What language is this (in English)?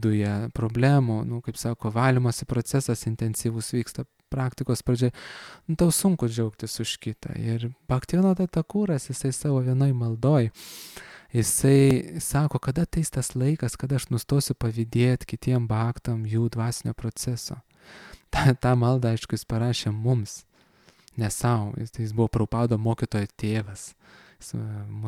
Lithuanian